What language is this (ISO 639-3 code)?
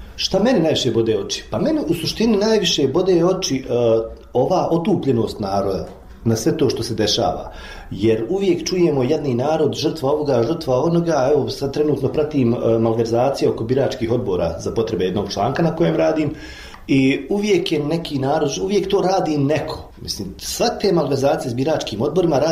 bos